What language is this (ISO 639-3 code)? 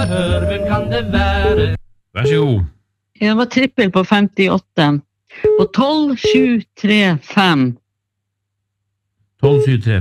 nor